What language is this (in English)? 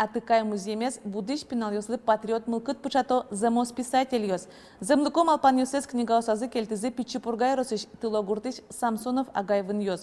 Udmurt